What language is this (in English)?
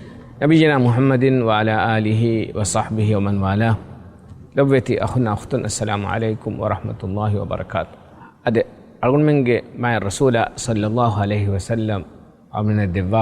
Divehi